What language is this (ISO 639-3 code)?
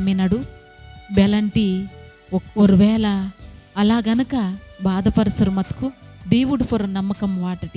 kff